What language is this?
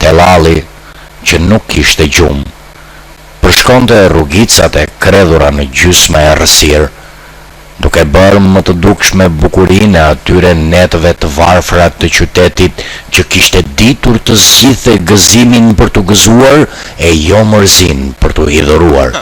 Albanian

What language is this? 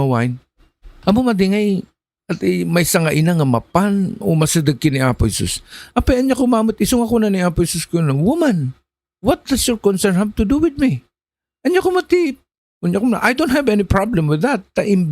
Iloko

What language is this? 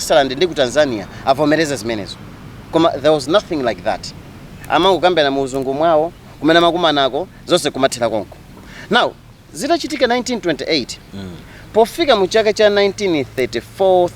Nyanja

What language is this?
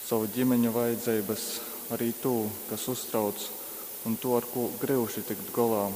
Latgalian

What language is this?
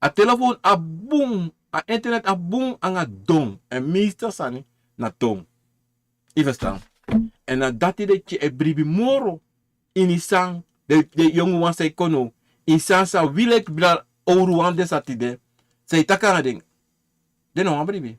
Sranan Tongo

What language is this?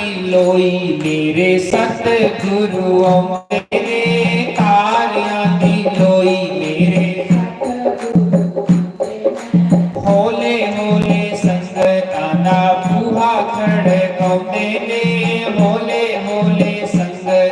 Dogri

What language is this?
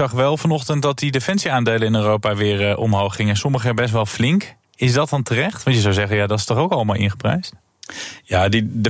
Dutch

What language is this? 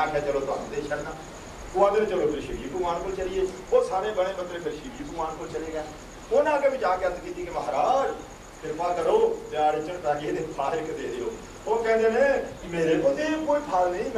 Punjabi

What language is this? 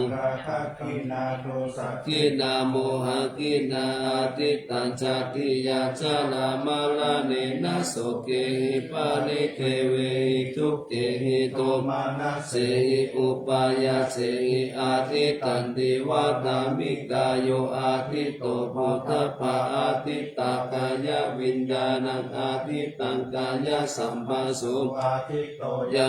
Pali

